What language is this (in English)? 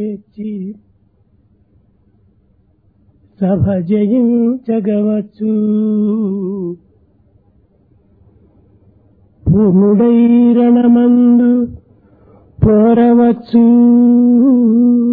Telugu